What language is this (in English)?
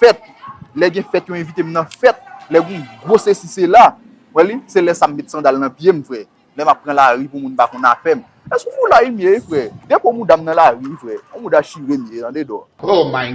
Haitian Creole